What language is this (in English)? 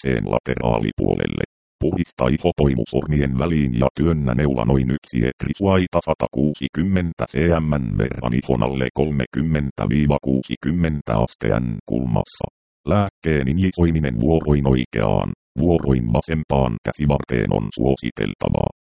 Finnish